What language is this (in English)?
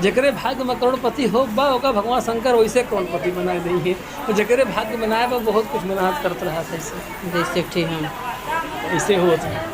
Awadhi